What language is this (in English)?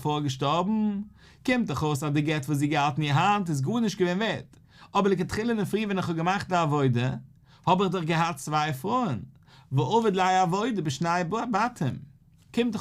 Yiddish